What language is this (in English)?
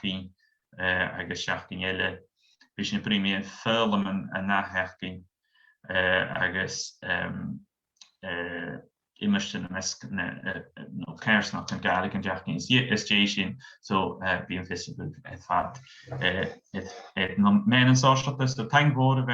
Scottish Gaelic